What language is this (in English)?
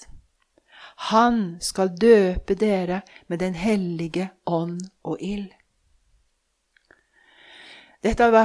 Norwegian